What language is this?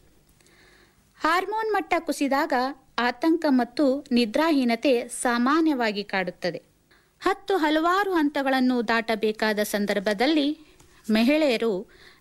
Kannada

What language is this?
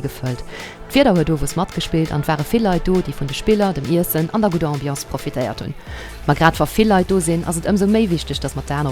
Luxembourgish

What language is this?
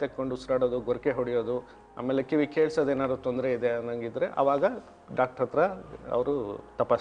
Kannada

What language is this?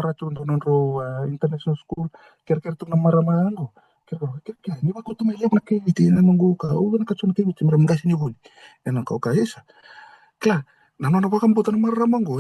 Fijian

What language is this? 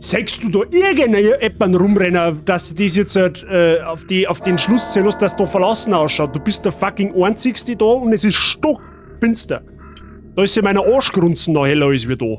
Bavarian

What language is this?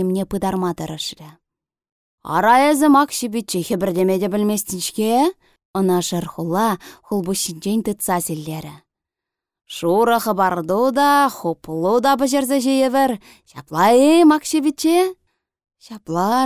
Chuvash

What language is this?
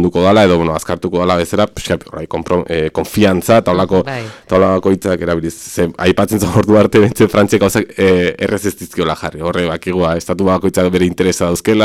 Basque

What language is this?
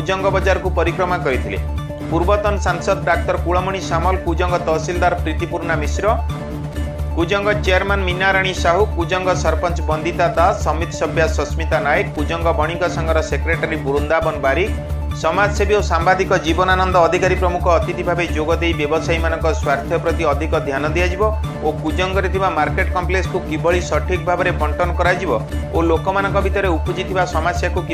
Odia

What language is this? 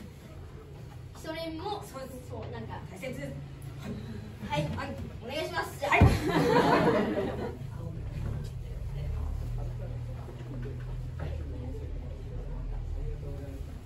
Japanese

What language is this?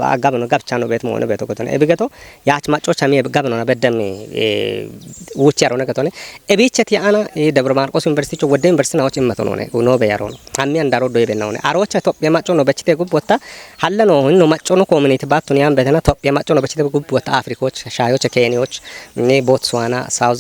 Kafa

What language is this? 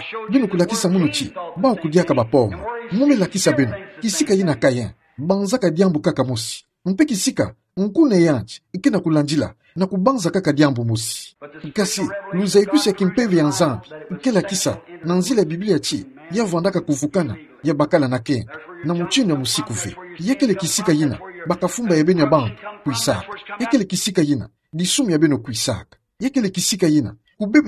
Kituba (Democratic Republic of Congo)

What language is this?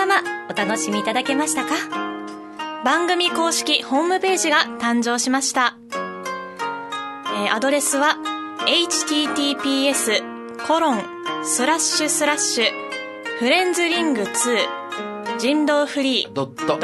Japanese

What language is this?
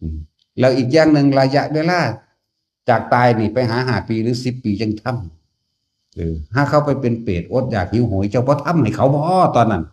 Northeastern Thai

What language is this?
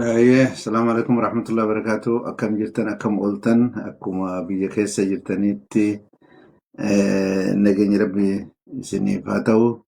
Oromo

